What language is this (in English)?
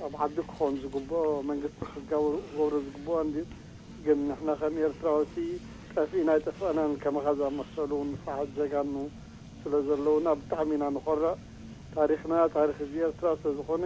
Tigrinya